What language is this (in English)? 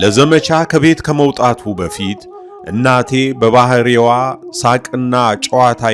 Amharic